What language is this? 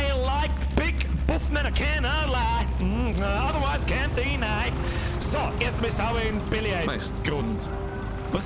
Bavarian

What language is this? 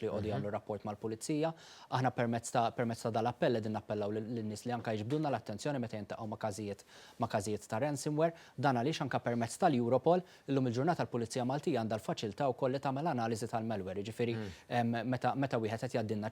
Maltese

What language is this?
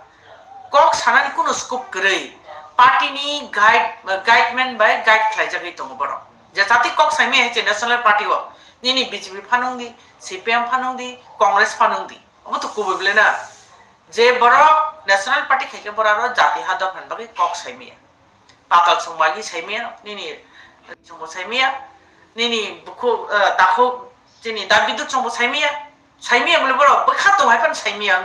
Kok Borok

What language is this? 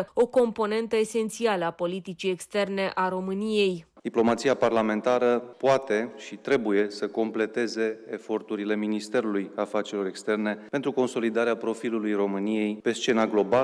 Romanian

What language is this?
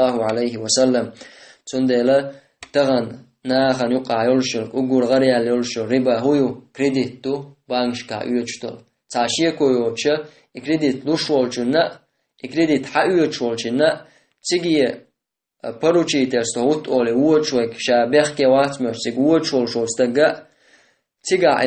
Chechen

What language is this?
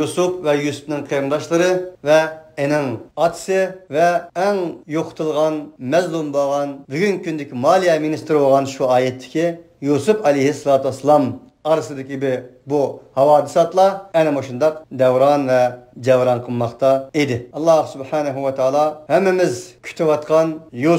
Uyghur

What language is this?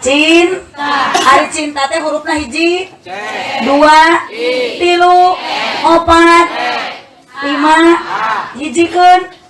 Sundanese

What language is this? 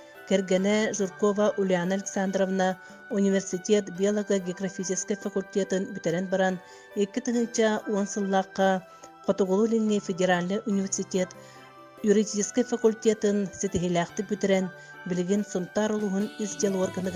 Yakut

